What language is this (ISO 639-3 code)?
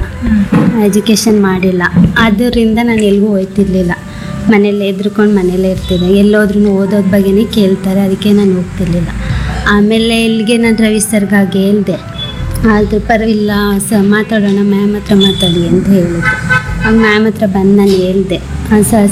kan